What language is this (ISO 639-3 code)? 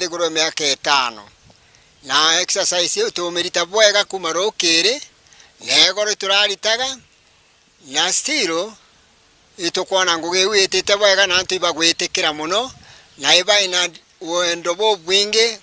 mer